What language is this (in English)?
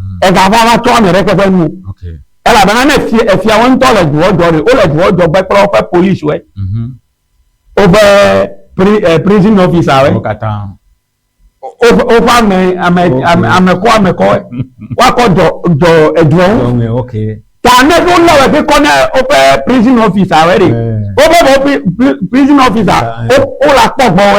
Ewe